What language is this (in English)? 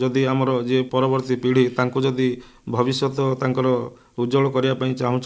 Odia